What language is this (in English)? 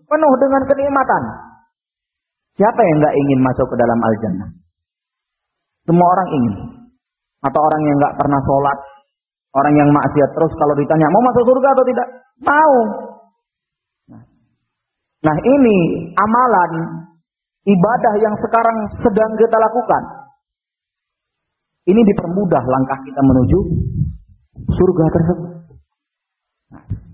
Indonesian